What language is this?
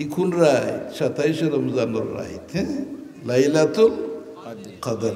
Sylheti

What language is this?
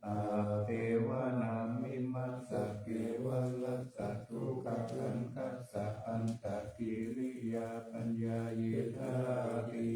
Pali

